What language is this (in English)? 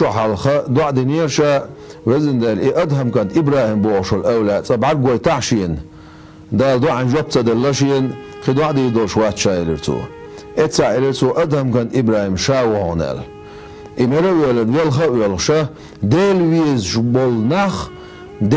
Chechen